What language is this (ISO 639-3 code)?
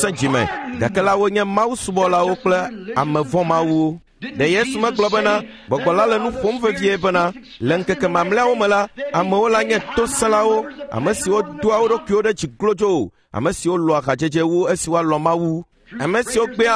ewe